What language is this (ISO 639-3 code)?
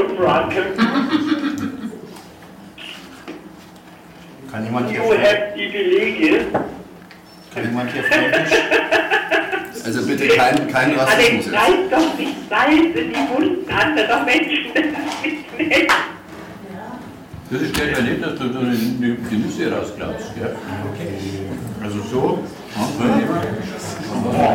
deu